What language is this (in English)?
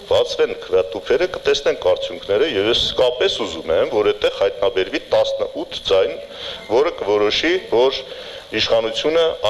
Armenian